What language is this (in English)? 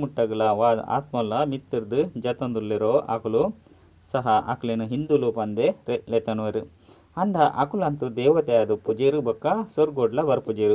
Tulu